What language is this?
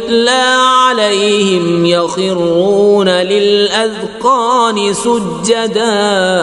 Kashmiri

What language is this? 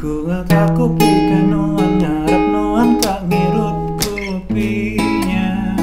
Iban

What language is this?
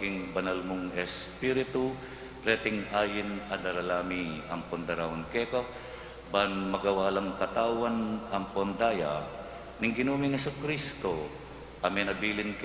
Pampanga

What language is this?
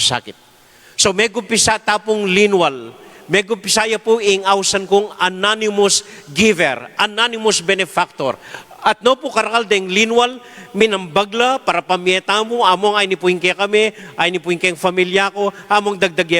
Pampanga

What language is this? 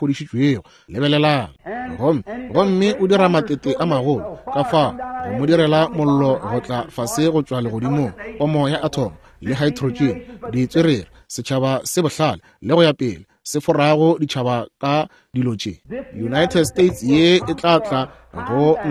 Northern Sotho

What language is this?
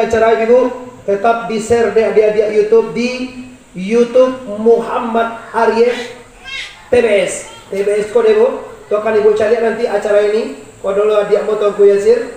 Minangkabau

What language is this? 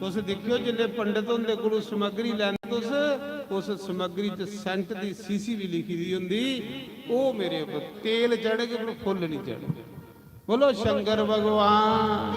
Dogri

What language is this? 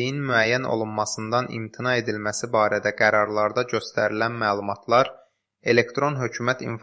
Azerbaijani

